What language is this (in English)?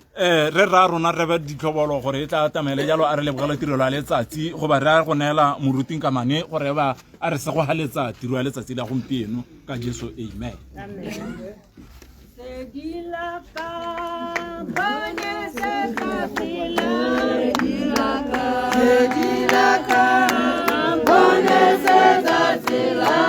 Tswana